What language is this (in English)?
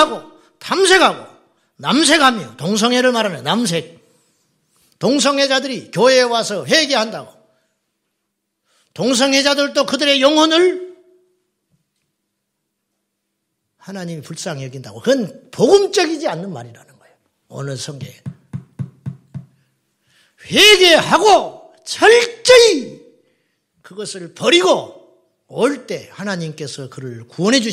Korean